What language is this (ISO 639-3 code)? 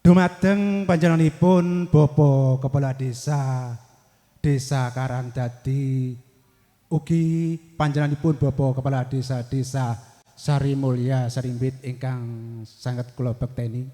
jav